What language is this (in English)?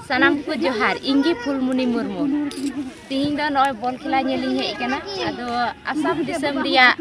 Santali